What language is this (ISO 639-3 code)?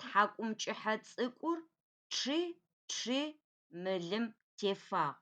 ady